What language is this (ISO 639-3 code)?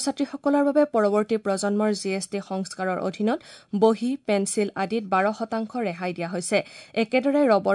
asm